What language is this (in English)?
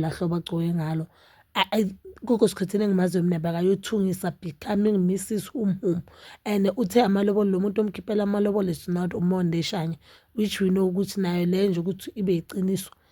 Zulu